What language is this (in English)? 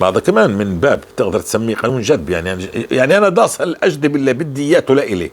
North Levantine Arabic